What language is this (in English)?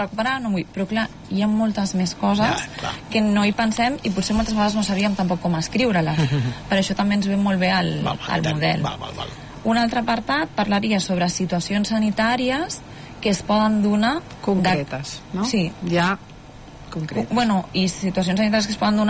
Catalan